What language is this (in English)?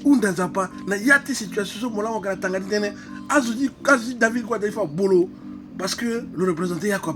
Sango